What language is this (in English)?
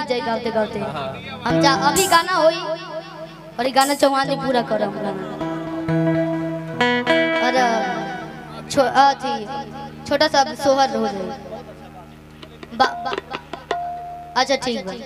Bhojpuri